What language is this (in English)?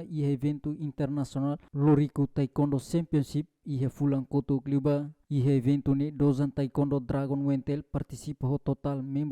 Tetum